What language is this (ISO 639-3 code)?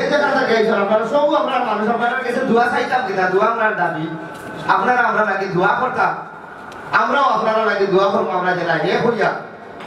syl